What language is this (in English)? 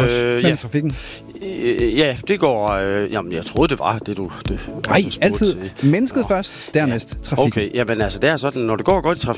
Danish